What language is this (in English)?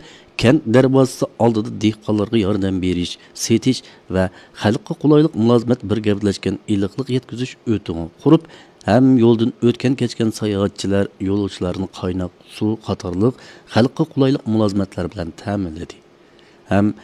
Uyghur